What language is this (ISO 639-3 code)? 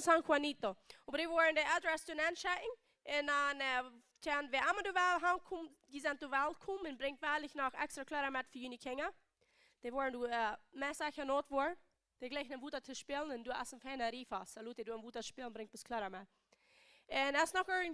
pdt